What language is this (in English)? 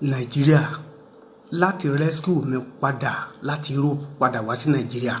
Nigerian Pidgin